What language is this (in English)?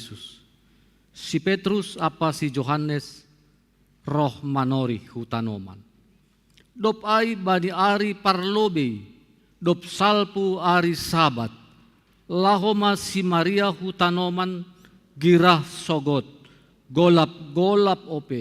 Batak Simalungun